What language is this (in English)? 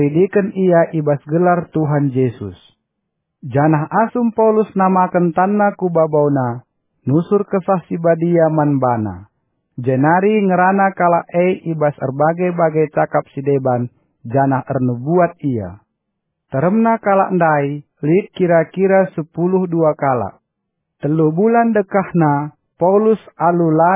Batak Karo